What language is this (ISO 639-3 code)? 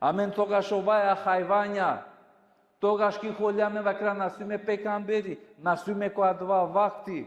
rmn